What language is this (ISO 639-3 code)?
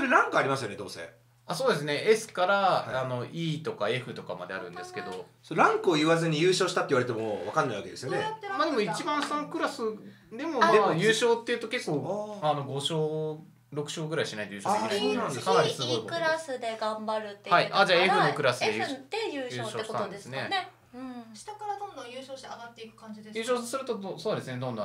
jpn